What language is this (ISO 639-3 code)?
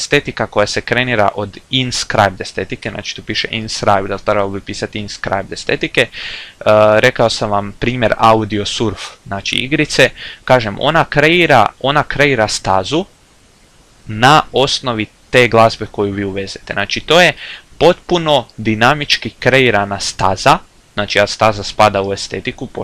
hrv